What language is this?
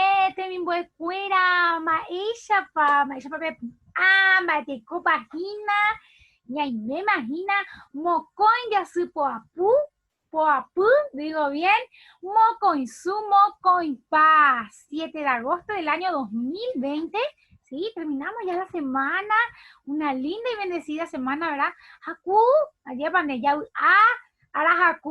Guarani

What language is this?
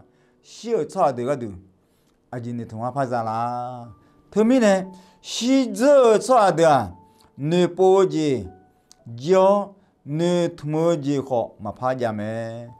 Akha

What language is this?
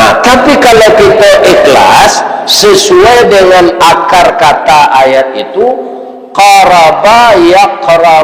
Minangkabau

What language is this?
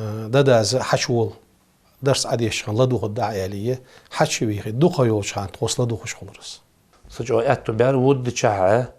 Ingush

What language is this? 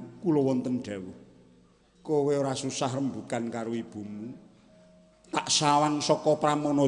Javanese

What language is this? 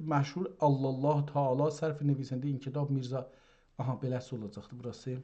South Azerbaijani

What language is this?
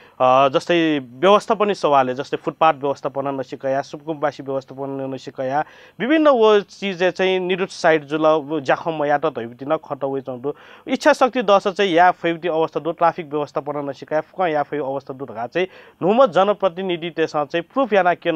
Newari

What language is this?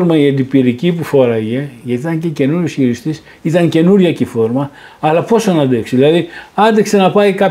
Greek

